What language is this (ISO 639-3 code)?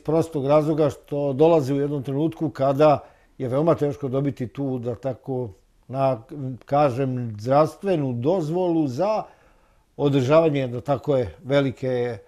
srp